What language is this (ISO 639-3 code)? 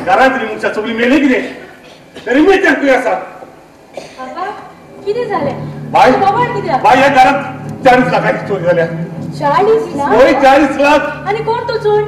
kok